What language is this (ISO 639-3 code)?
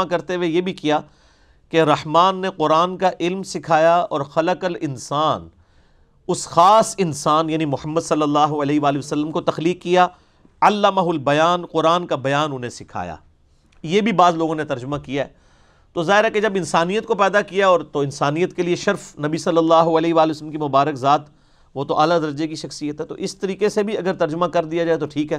urd